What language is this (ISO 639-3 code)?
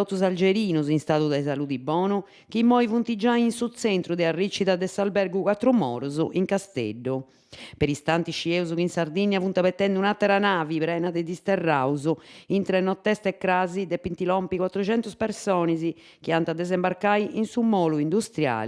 srd